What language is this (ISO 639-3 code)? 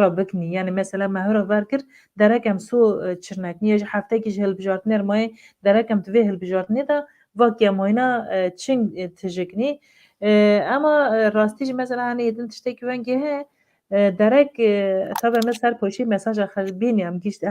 kur